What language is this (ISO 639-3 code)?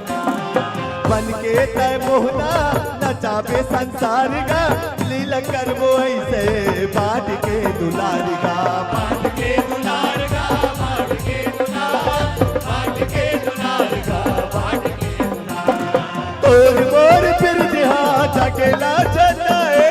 hne